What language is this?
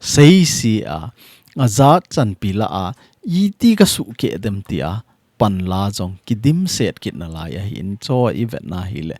Thado Chin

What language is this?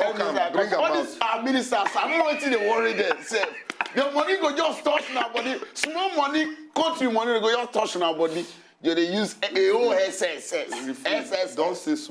Nigerian Pidgin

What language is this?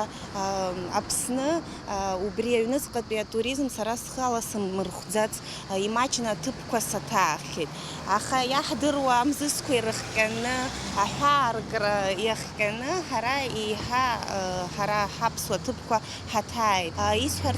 Abkhazian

